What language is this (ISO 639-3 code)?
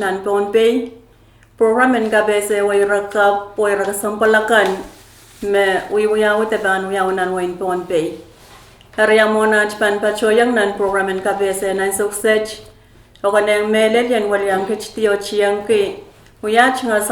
pon